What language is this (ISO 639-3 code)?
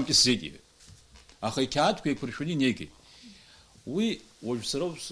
abk